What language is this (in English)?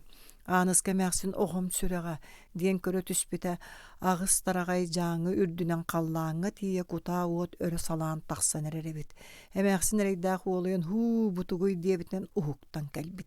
Yakut